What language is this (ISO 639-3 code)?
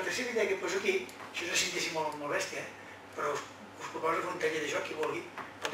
cat